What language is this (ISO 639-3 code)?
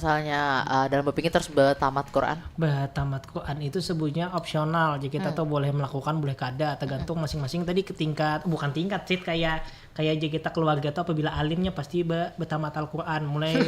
bjn